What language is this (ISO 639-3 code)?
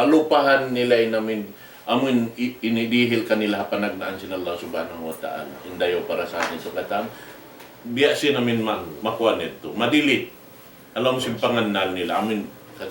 tsg